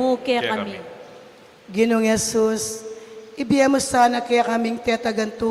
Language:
Pampanga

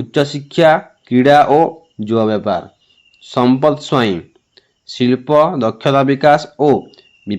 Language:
Odia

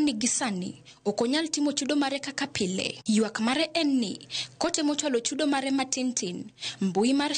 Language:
Luo (Kenya and Tanzania)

